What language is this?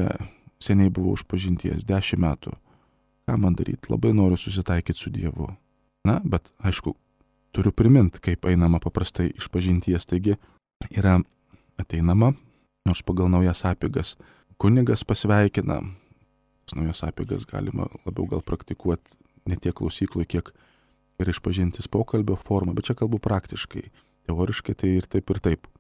Lithuanian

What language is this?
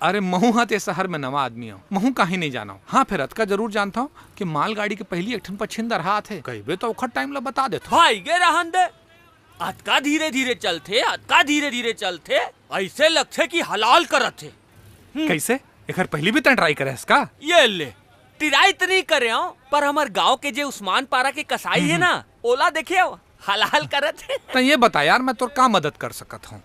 Chhattisgarhi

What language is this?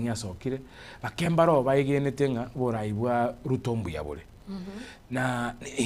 Gusii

